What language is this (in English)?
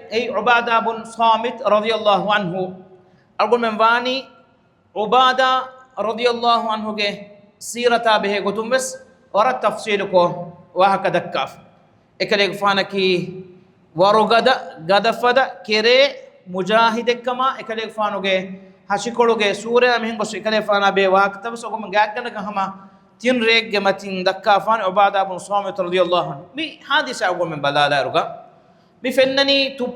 Divehi